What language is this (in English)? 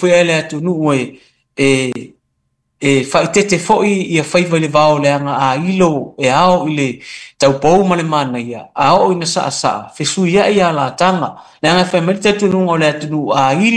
Samoan